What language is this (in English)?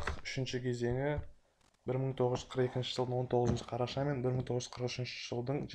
Kazakh